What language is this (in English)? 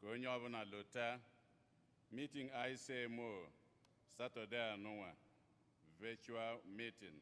Igbo